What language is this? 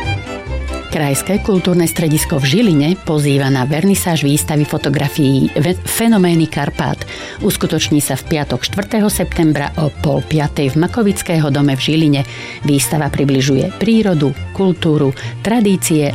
Slovak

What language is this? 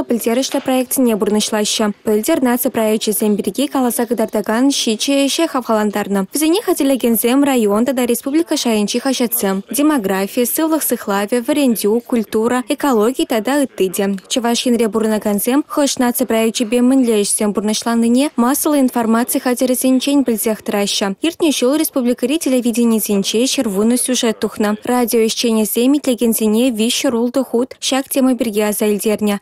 Chuvash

